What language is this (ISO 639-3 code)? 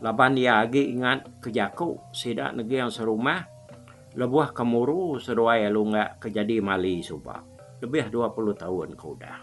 iba